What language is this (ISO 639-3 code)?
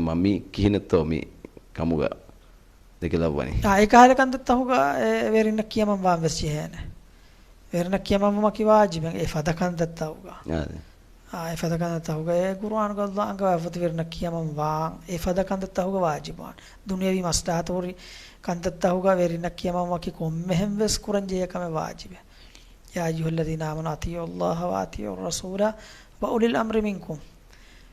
div